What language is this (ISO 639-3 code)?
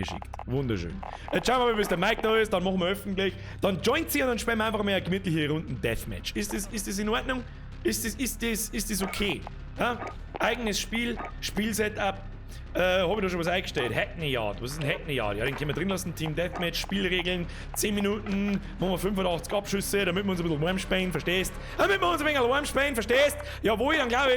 bar